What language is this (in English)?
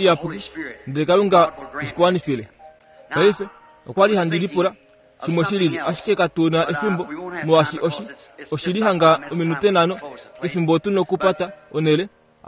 Kuanyama